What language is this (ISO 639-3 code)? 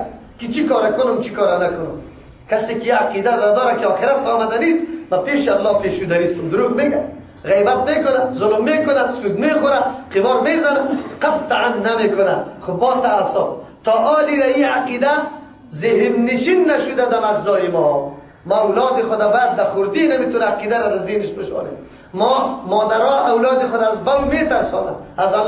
fas